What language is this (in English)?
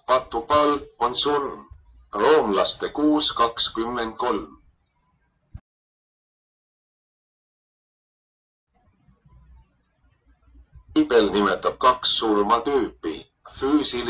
Estonian